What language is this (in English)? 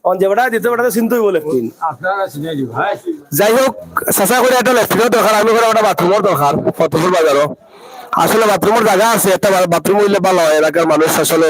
Sylheti